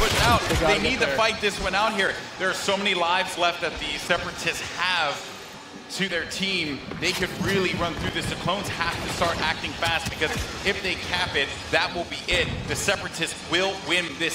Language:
English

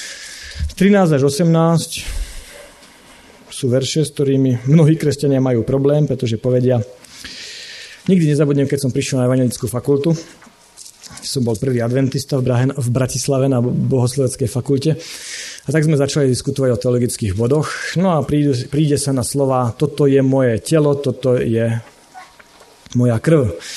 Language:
Slovak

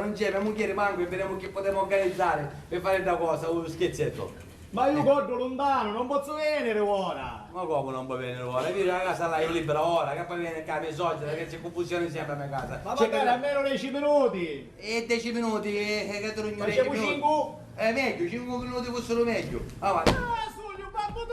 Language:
Sicilian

